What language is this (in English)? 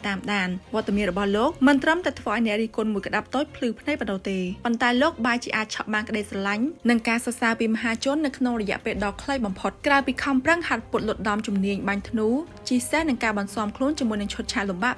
Khmer